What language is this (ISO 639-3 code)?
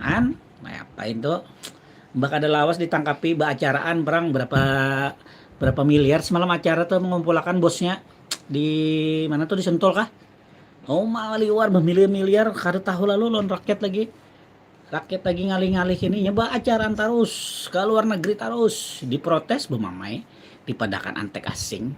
bjn